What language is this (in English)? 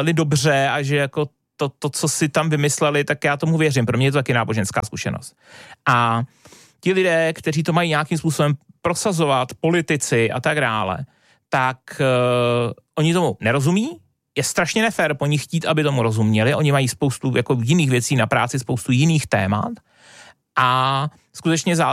Czech